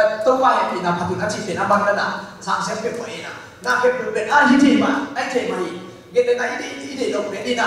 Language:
Tedim Chin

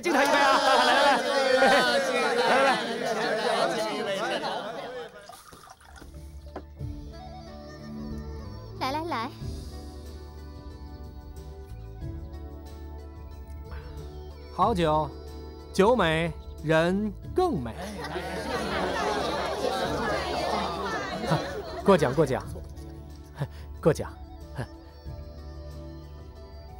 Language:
Chinese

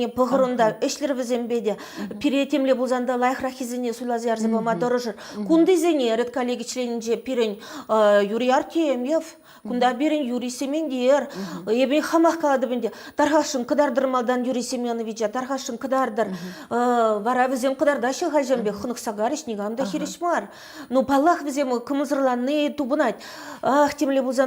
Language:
Chuvash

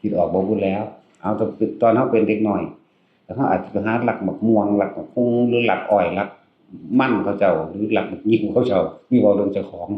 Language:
Northeastern Thai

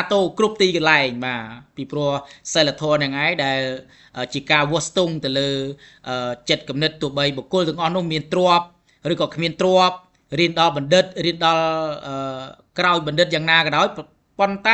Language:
Khmer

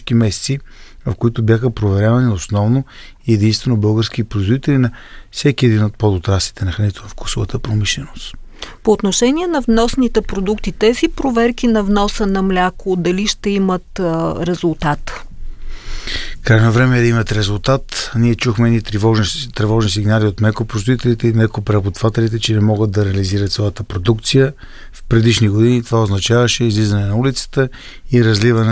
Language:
Bulgarian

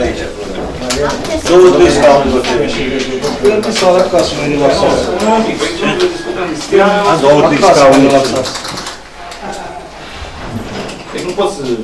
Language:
Romanian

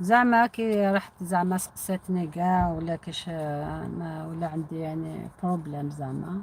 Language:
Algerian Arabic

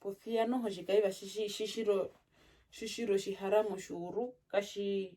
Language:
Herero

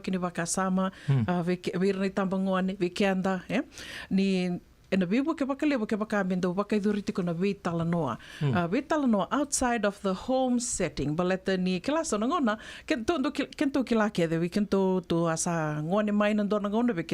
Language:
Fijian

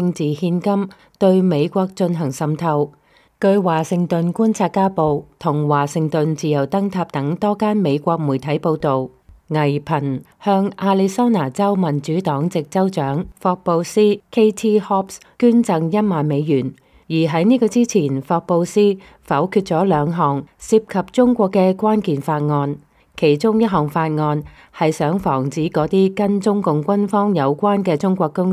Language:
Cantonese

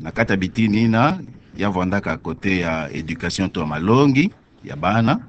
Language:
Kituba (Democratic Republic of Congo)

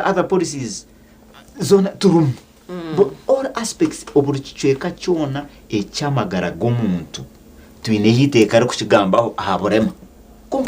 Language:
Nyankole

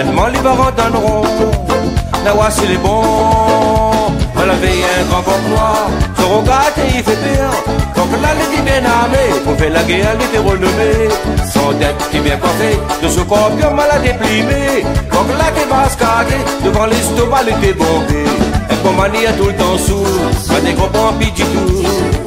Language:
Réunion Creole French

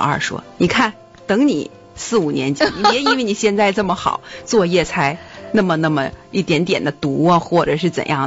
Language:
Chinese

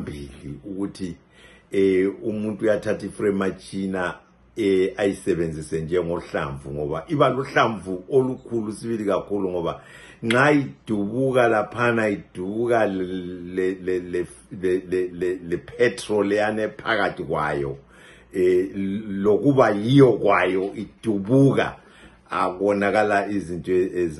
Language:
North Ndebele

